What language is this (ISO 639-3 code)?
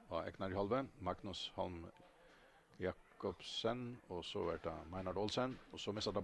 fao